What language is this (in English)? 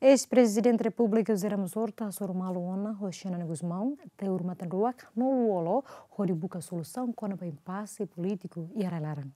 Tetum